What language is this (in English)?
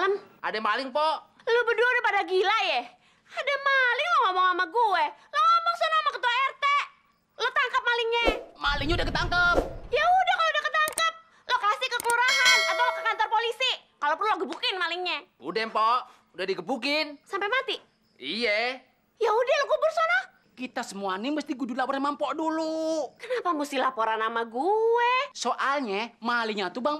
Betawi